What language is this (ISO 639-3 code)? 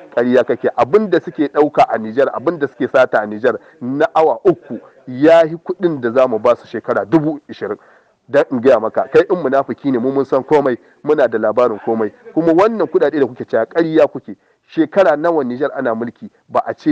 hau